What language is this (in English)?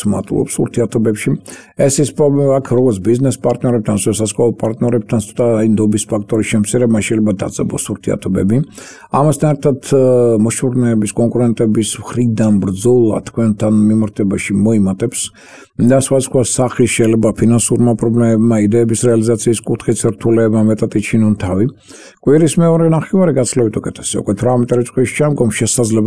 Georgian